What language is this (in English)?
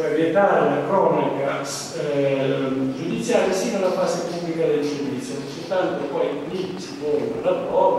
Italian